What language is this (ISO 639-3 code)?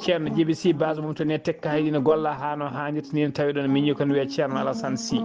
ful